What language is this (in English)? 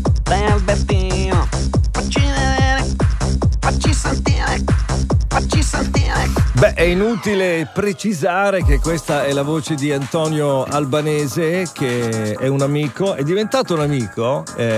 Italian